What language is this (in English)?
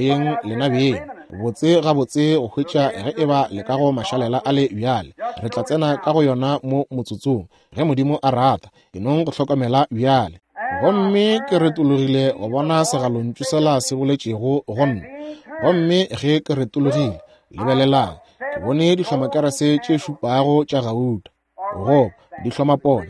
Northern Sotho